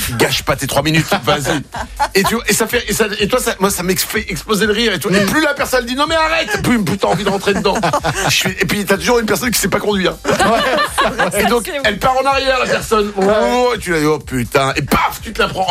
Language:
French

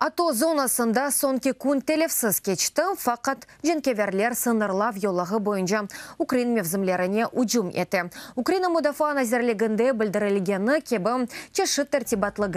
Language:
Crimean Tatar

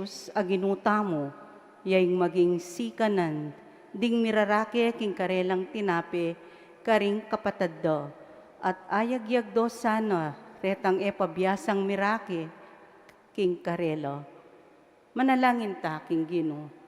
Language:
Pampanga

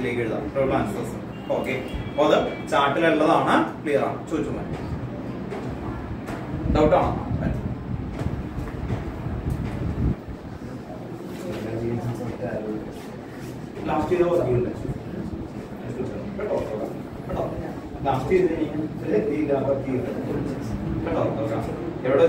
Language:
Malayalam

